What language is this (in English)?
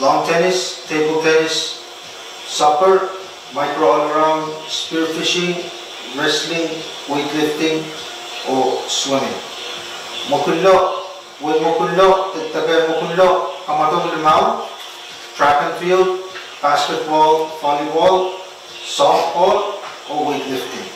Pohnpeian